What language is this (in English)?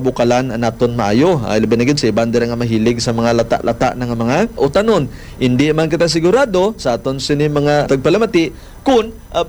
Hiligaynon